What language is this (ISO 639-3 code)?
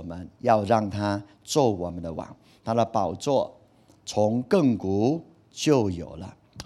zho